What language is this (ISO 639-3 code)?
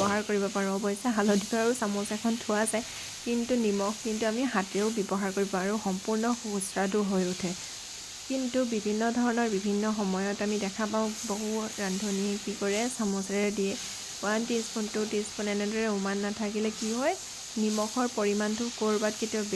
asm